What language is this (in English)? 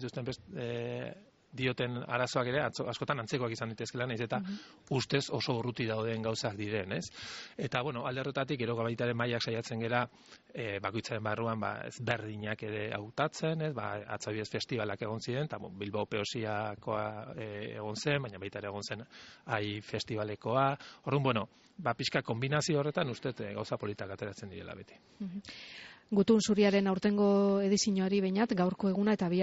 Basque